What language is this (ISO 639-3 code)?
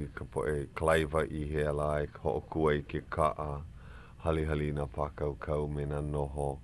haw